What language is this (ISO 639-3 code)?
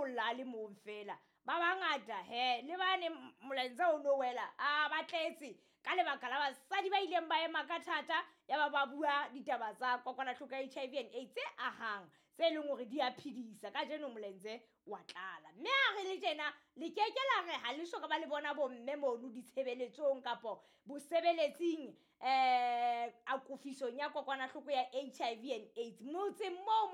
sot